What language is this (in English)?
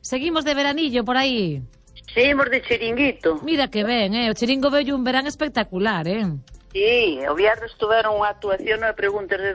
Galician